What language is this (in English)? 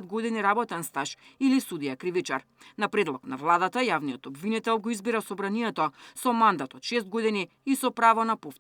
Macedonian